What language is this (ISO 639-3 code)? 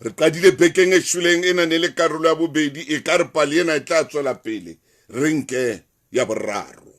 sot